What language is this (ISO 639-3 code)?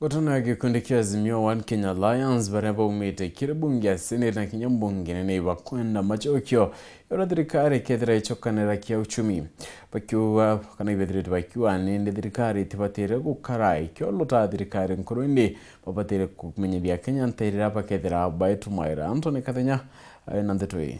mer